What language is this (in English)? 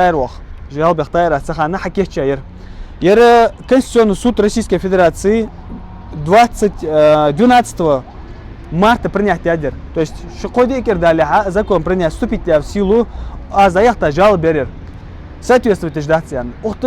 Ingush